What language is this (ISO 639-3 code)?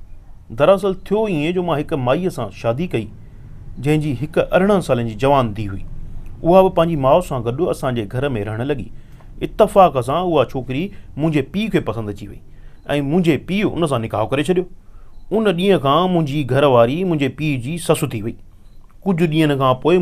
snd